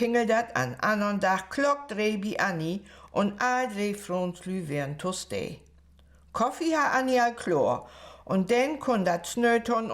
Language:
Low German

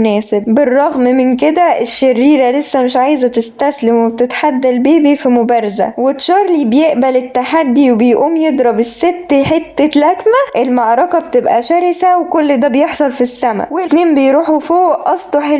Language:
Egyptian Arabic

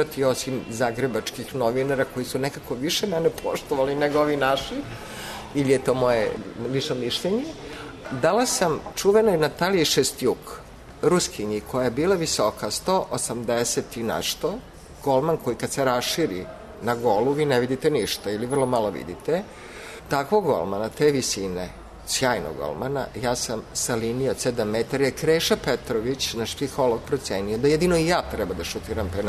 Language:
Serbian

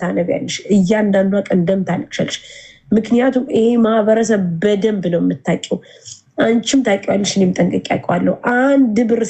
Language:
Amharic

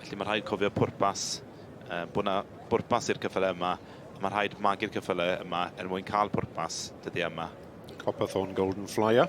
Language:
Welsh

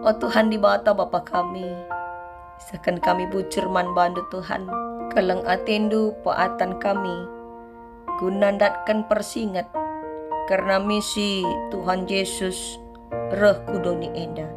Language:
Batak Karo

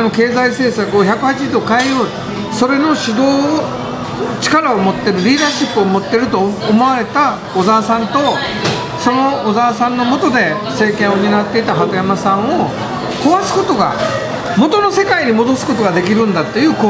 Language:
Japanese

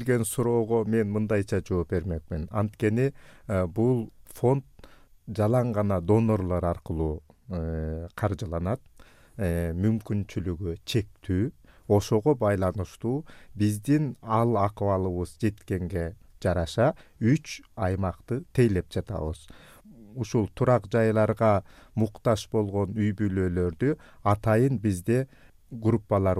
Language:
Kyrgyz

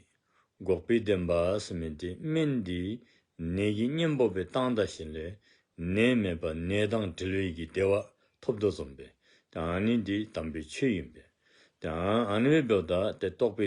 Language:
Dzongkha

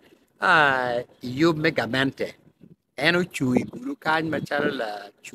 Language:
Acoli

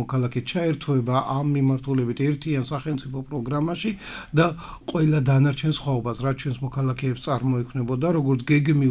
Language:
Georgian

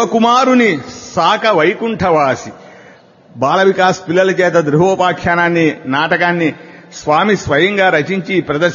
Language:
Telugu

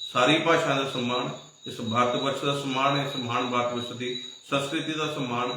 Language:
Dogri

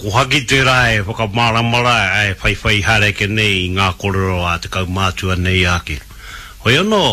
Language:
Māori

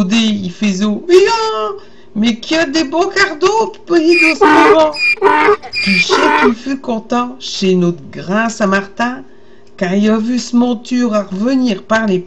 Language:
Picard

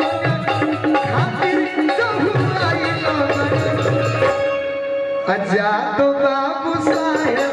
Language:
Bhojpuri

